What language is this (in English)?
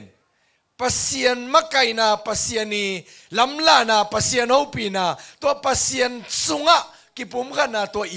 Tedim Chin